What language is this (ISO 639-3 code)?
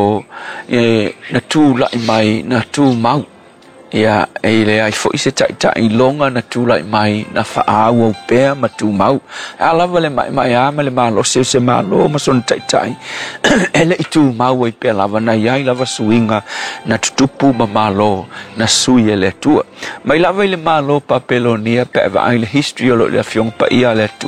smo